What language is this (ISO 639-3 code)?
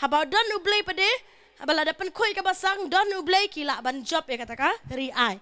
kha